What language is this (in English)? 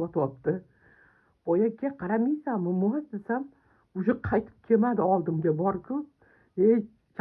Uzbek